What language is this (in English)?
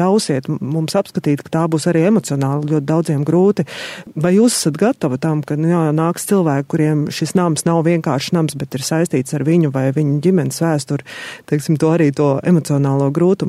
Latvian